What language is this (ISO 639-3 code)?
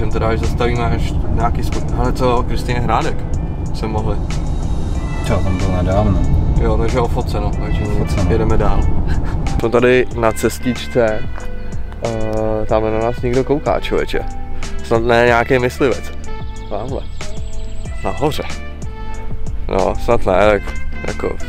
ces